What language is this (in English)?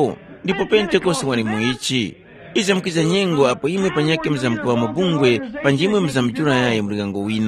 Tumbuka